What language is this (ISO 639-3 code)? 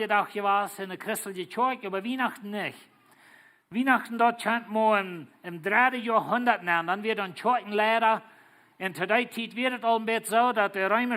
pdt